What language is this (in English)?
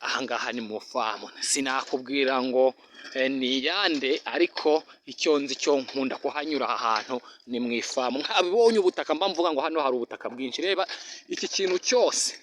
Kinyarwanda